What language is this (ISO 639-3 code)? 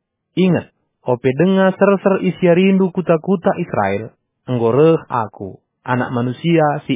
btx